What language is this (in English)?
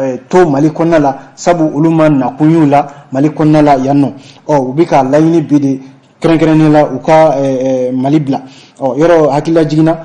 Bambara